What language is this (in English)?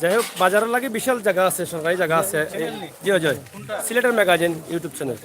Sylheti